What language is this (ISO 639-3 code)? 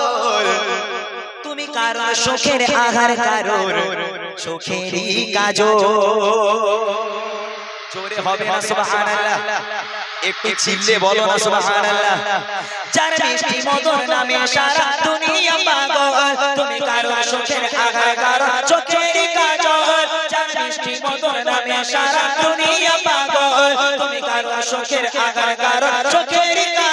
ben